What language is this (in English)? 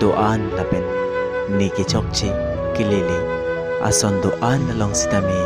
Karbi